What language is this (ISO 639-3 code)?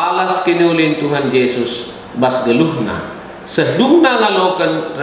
btx